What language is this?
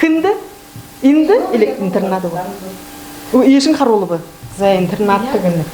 Buriat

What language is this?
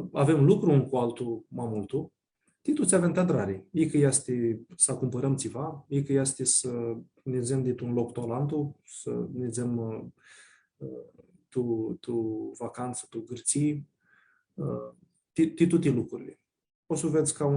Aromanian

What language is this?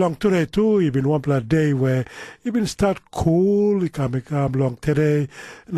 Tok Pisin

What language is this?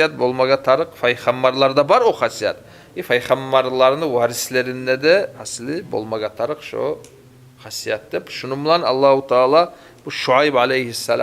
Kumyk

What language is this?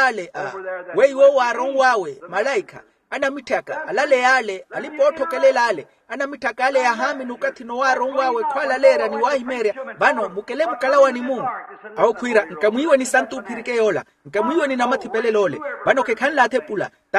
Makhuwa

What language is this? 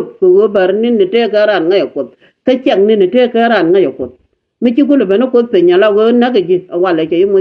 Nuer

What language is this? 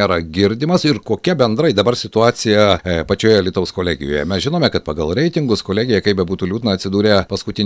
Lithuanian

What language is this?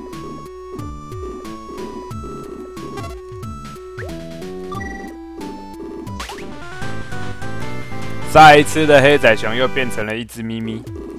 Chinese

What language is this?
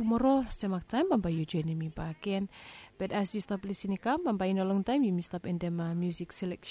Bislama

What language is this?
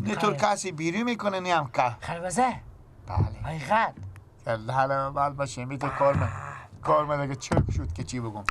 Persian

